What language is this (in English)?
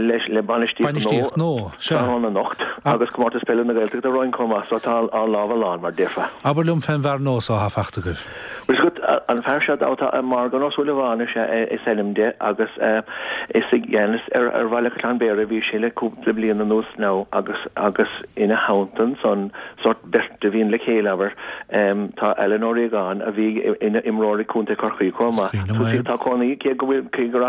Irish